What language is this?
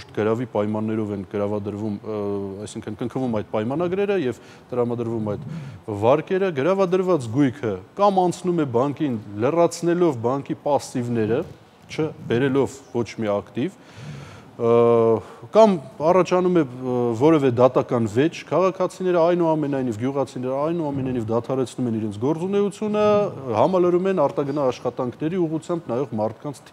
Armenian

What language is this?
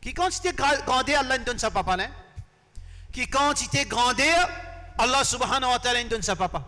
Morisyen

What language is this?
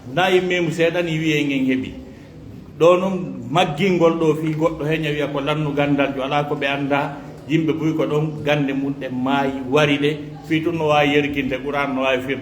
Pular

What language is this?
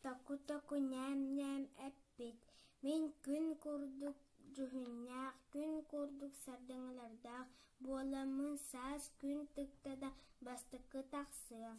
Yakut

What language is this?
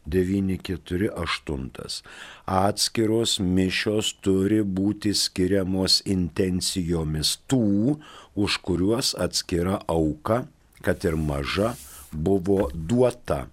Lithuanian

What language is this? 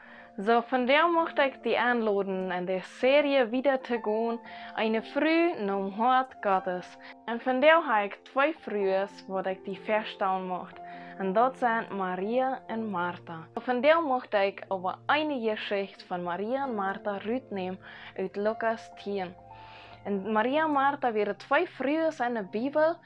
Plautdietsch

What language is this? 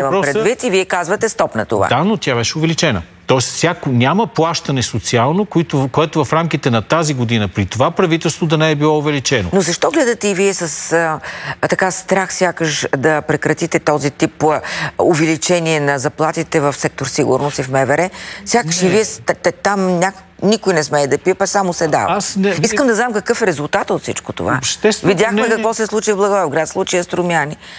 Bulgarian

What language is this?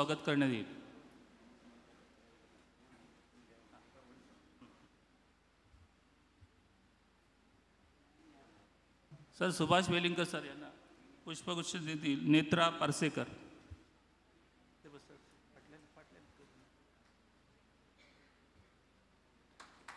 Marathi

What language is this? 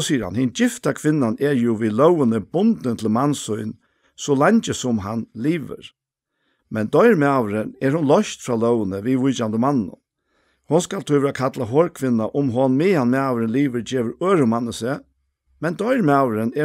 Faroese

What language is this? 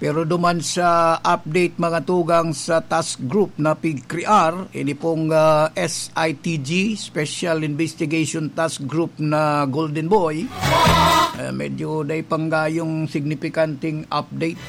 Bikol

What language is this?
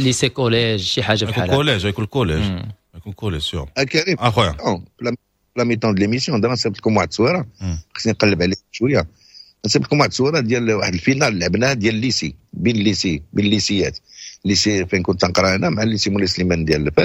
Moroccan Arabic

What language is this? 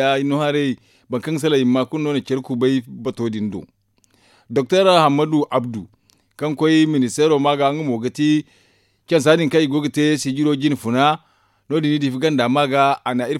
Zarma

